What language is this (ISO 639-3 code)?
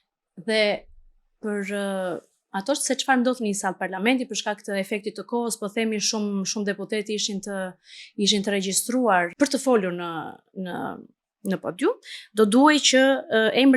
sqi